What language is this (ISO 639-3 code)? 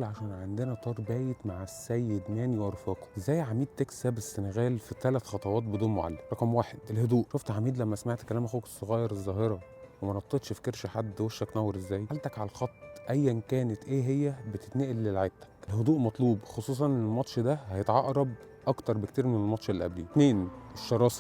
arz